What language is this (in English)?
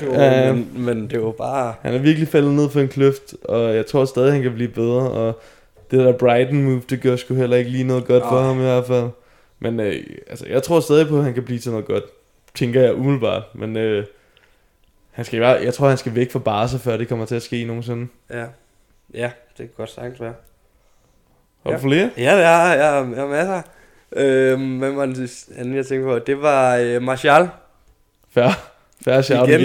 Danish